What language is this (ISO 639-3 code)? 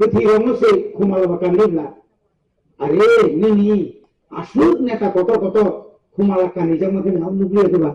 trp